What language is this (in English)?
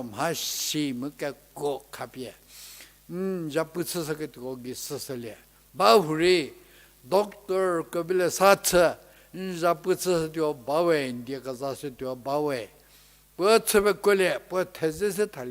Angami Naga